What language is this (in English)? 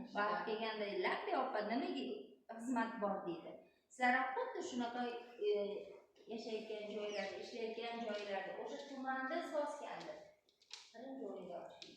Uzbek